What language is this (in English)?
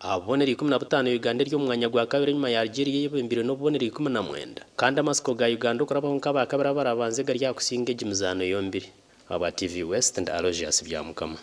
Nyankole